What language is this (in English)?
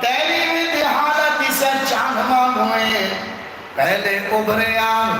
Saraiki